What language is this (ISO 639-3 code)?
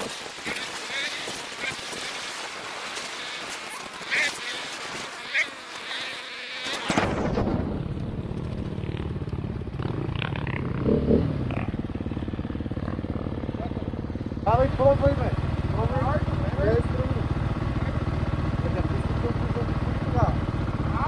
bul